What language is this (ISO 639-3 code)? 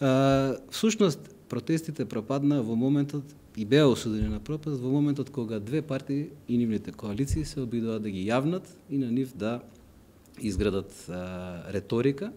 mkd